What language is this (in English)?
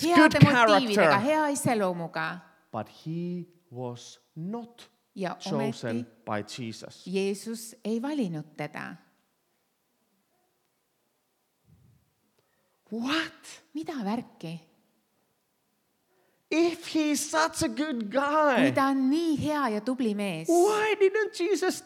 Estonian